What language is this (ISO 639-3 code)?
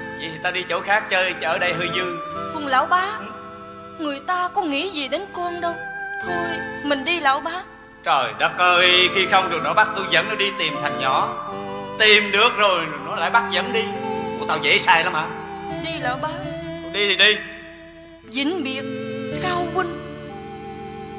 vie